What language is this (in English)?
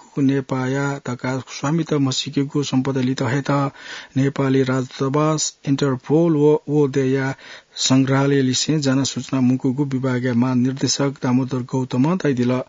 Newari